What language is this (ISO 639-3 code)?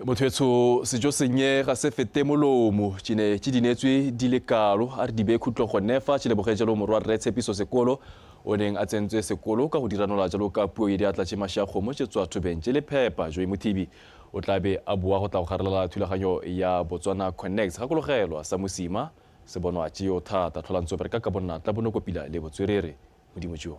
tsn